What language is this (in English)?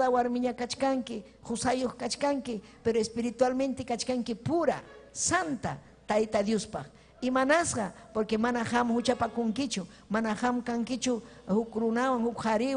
Ayacucho Quechua